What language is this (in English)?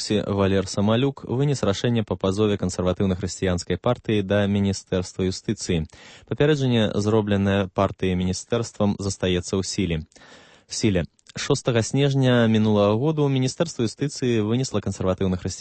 Belarusian